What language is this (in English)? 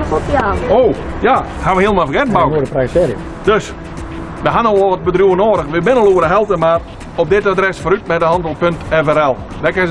Western Frisian